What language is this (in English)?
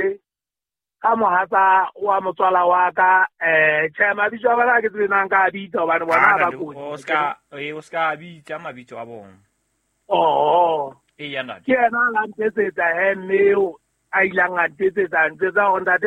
Southern Sotho